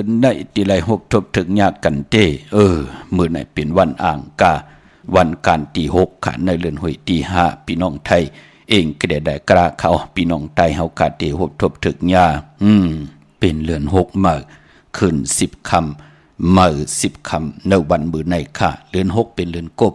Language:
Shan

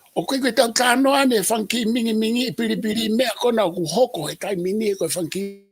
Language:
Tongan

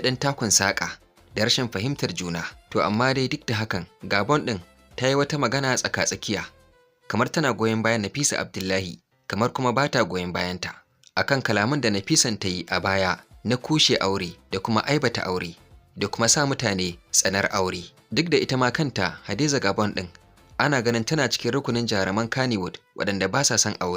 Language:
Hausa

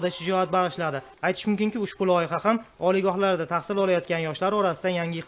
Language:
Uzbek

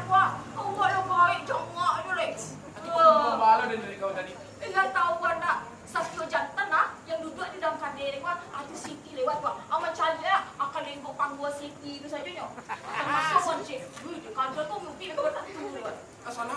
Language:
Minangkabau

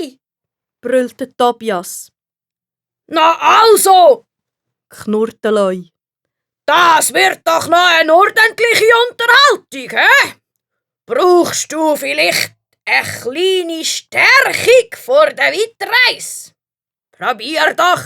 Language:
Swiss German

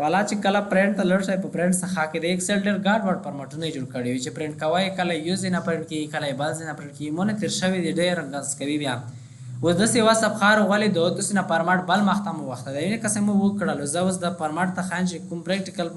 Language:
Pashto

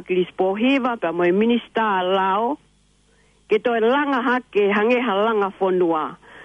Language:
Tongan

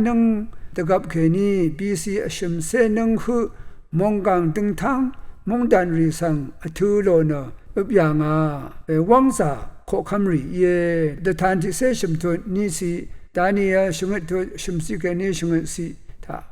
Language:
Rawang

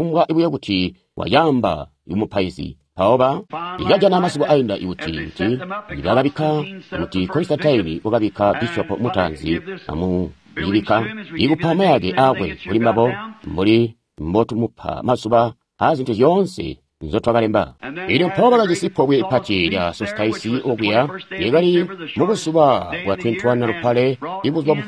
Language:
Tonga (Zambia)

